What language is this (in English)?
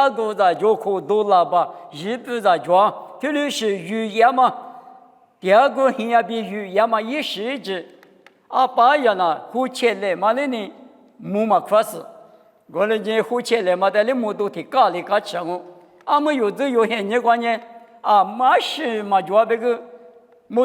Lisu